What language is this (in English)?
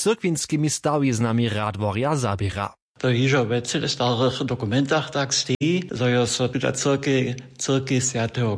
Upper Sorbian